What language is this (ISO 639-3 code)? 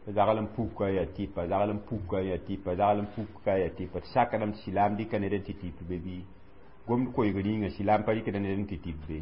mos